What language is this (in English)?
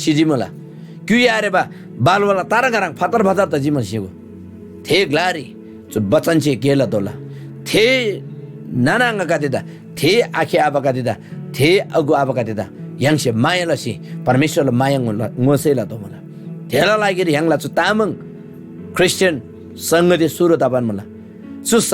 Eastern Tamang